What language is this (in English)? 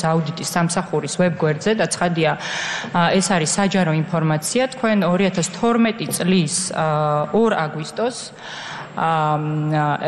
Georgian